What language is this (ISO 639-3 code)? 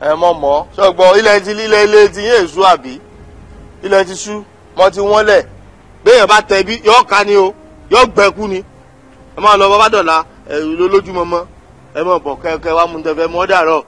yor